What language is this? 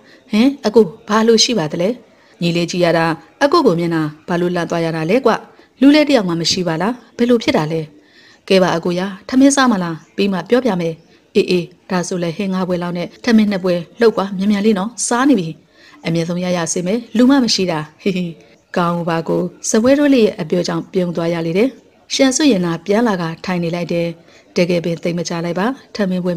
Burmese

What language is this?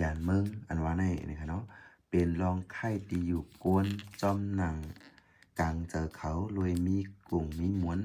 Shan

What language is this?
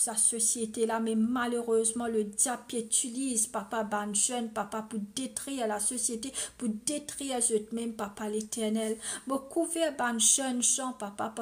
Morisyen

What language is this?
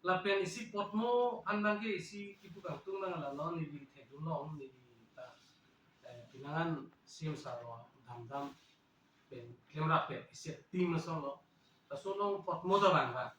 Karbi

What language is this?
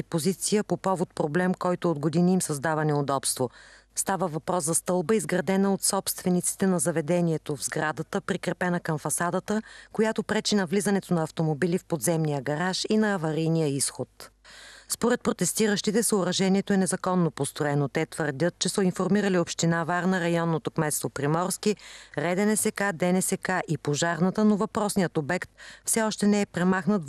Bulgarian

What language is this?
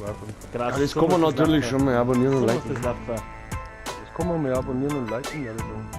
Bavarian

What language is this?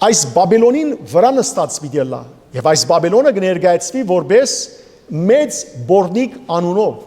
Western Armenian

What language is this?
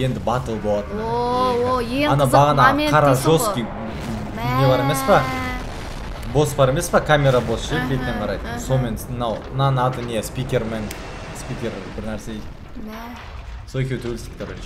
Kazakh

